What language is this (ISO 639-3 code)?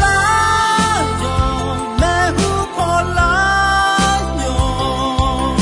ahk